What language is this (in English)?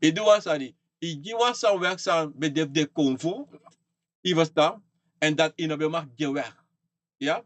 Sranan Tongo